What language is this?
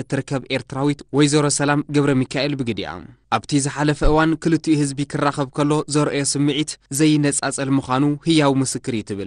Tigrinya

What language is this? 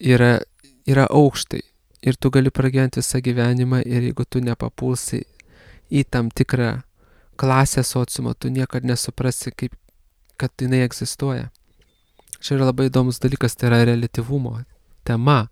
Lithuanian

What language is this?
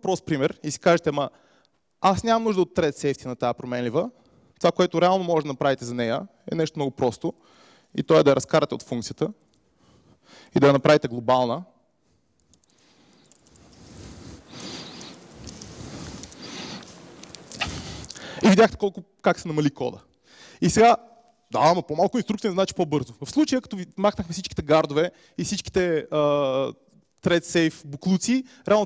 Bulgarian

